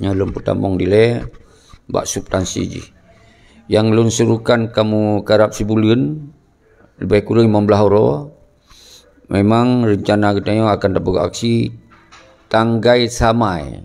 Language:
Achinese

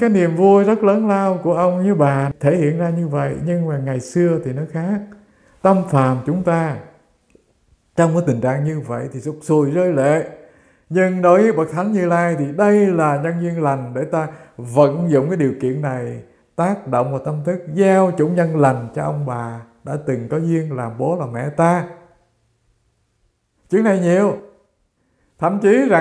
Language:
Vietnamese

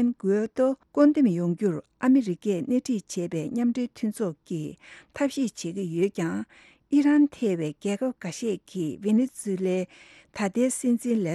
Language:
Tibetan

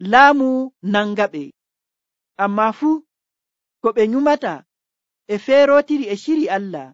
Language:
Nigerian Fulfulde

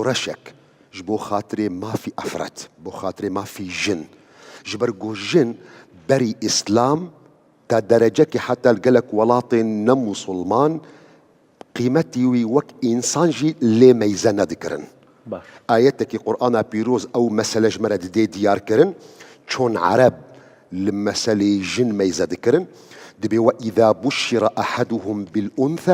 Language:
Kurdish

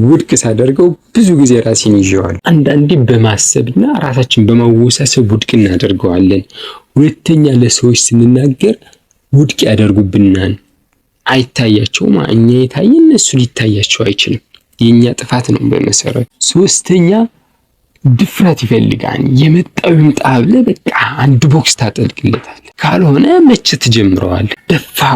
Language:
Amharic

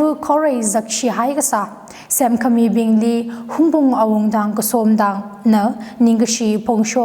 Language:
Tangkhul Naga (India)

